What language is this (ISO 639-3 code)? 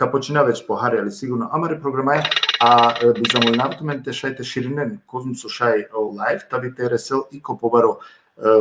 rmn